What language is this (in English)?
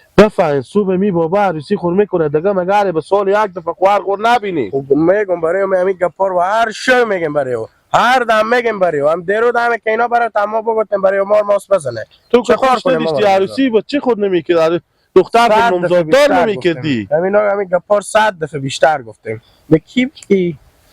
Hazaragi